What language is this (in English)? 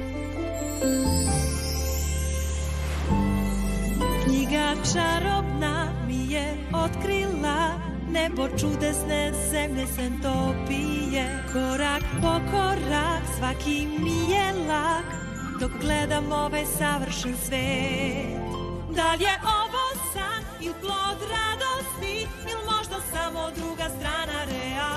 Serbian